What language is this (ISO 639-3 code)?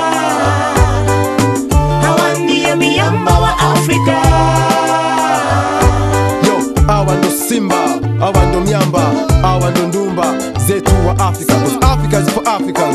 swa